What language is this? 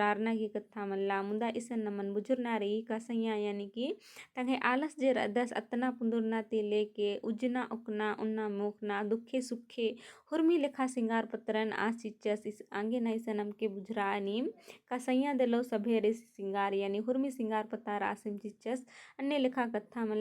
Kurukh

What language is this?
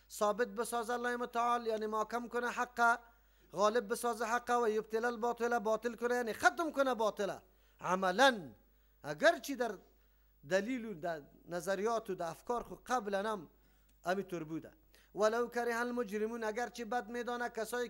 Persian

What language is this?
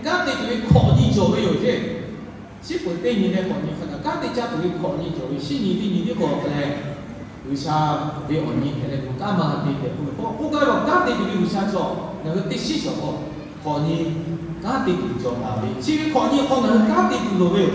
Lahu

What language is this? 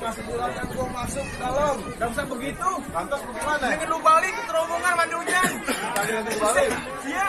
Betawi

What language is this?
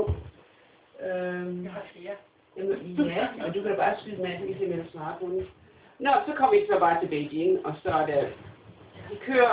Danish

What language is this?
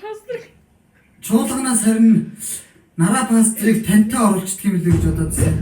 Mongolian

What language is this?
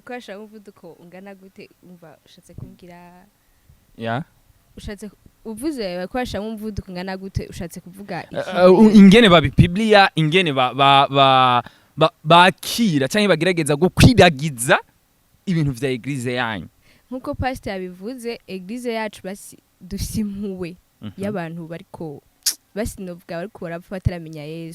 Rundi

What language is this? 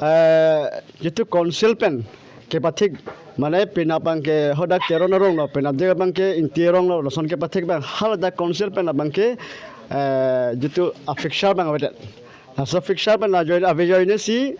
Karbi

